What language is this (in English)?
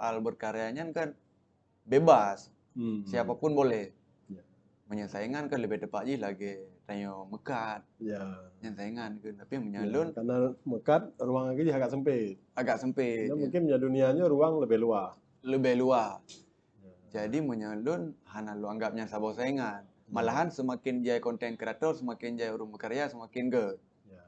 Achinese